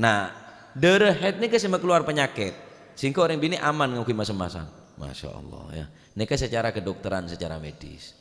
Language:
Madurese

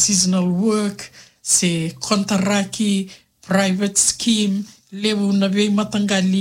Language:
Fijian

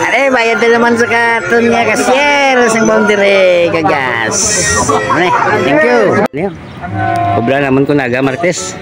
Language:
Hiligaynon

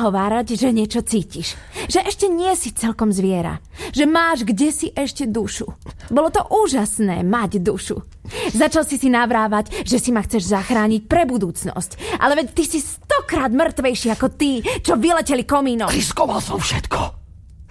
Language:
Slovak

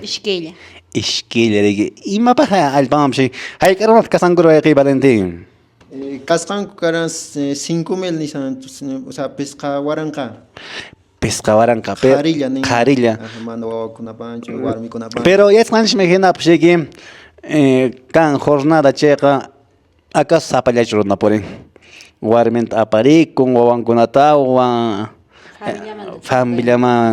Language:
Quechua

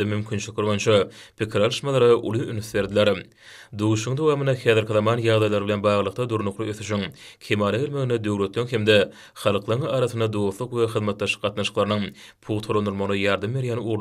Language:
Turkmen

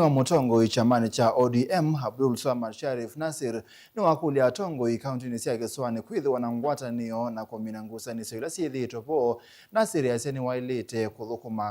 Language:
Kamba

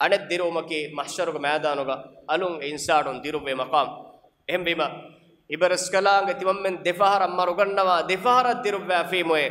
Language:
Divehi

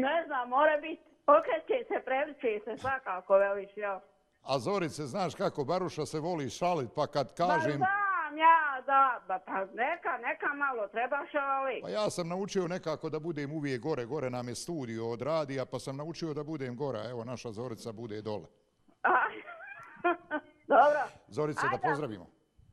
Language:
Bosnian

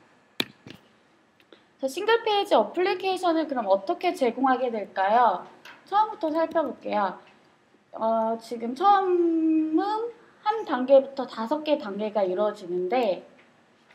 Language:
Korean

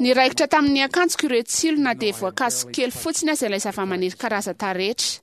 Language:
Malagasy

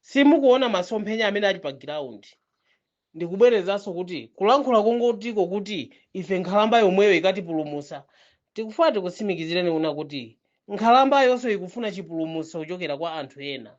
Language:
Nyanja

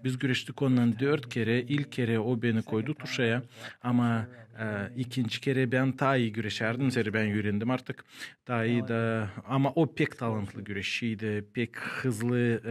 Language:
Gagauz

